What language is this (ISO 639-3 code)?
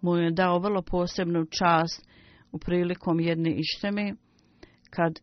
bos